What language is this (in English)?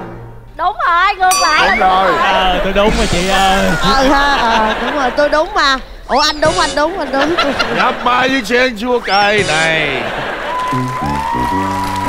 Vietnamese